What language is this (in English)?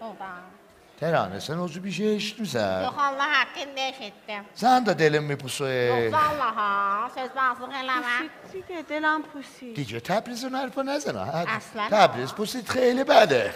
South Azerbaijani